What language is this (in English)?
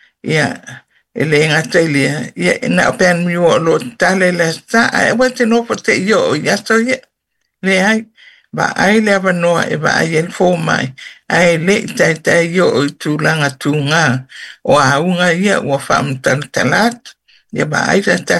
Samoan